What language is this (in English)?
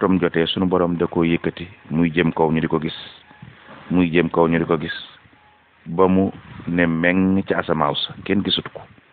Wolof